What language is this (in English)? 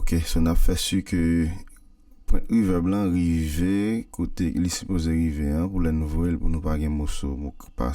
Haitian Creole